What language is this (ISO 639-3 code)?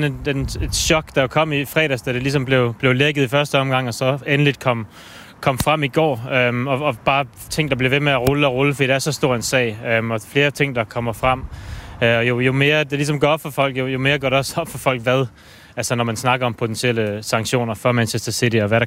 dan